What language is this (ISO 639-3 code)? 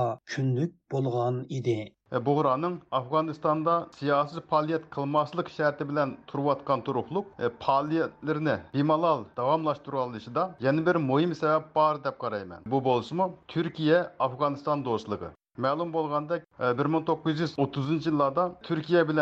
uig